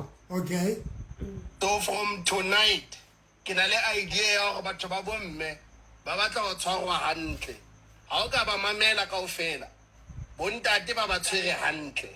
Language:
Southern Sotho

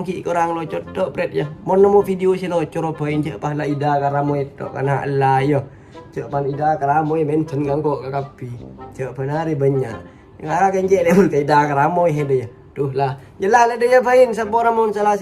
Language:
Madurese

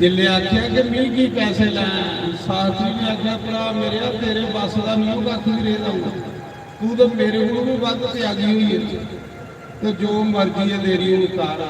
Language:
Dogri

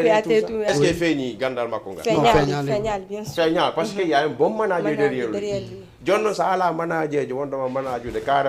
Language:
Fula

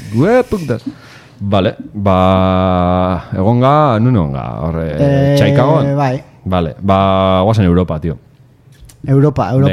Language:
Basque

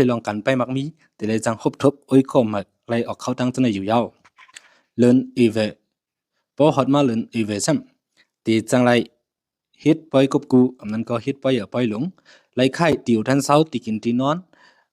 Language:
Shan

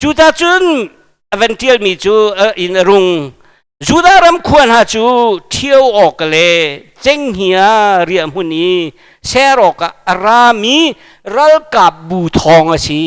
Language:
Hakha Chin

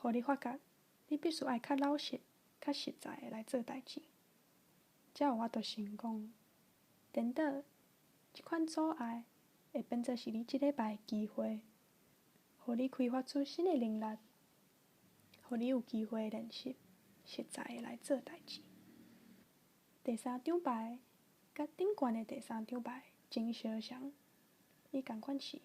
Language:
Min Nan Chinese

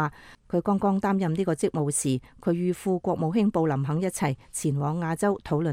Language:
Cantonese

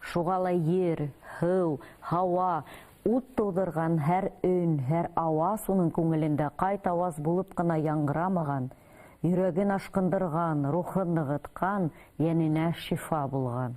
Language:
Bashkir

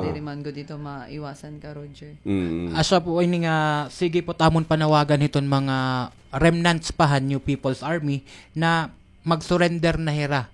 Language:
Waray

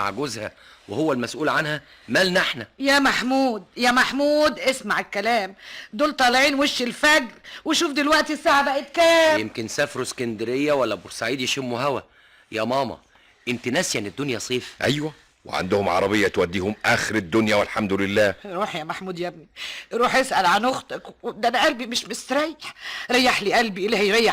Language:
Egyptian Arabic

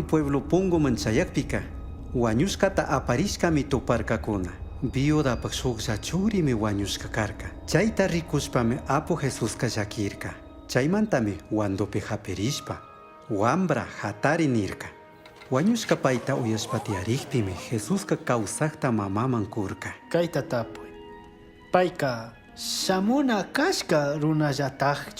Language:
Chimborazo Highland Quichua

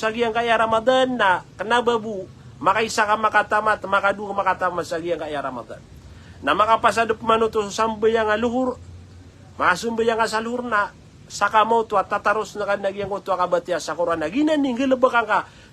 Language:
Maranao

